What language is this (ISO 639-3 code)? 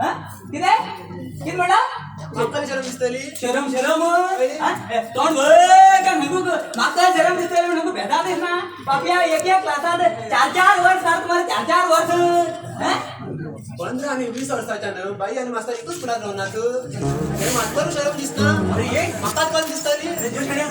kok